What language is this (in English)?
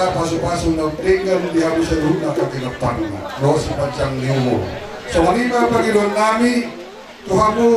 Batak Toba